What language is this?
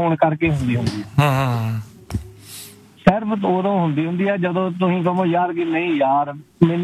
Punjabi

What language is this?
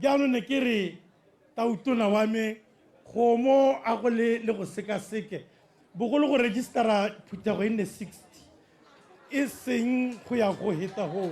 Tswana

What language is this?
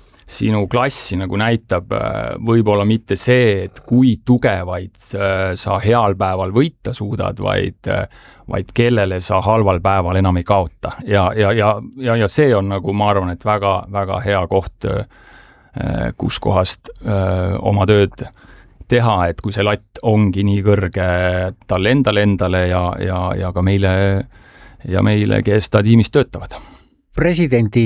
Estonian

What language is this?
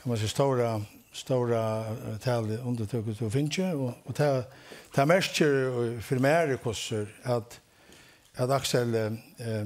Faroese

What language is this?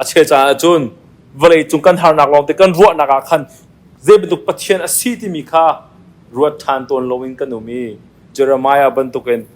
Hakha Chin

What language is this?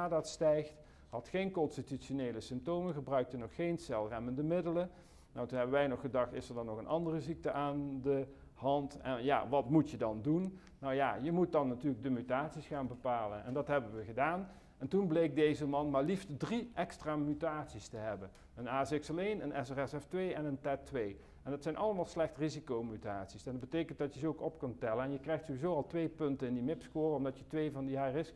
Dutch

